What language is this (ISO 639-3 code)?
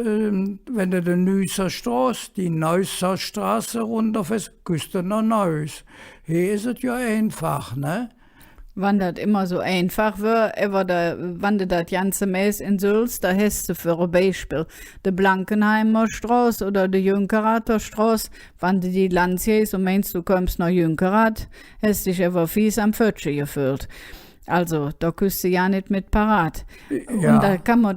ksh